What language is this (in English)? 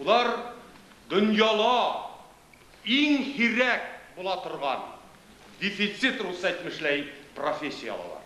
Bashkir